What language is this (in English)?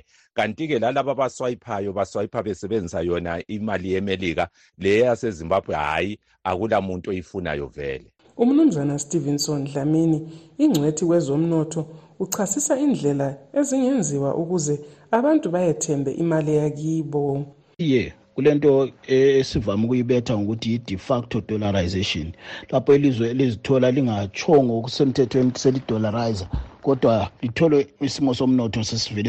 North Ndebele